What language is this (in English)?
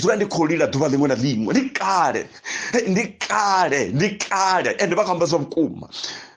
Venda